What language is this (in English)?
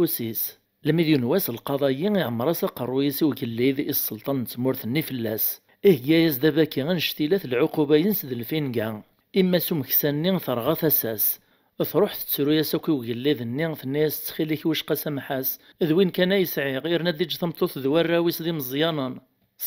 Kabyle